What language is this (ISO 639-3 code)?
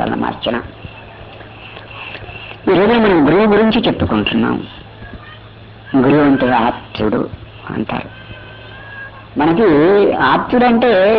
tel